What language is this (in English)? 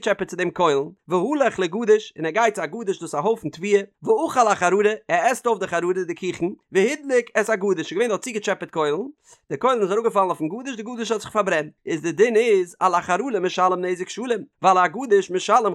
Yiddish